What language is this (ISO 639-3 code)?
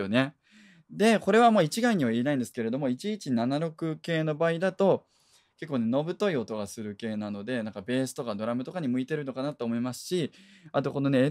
jpn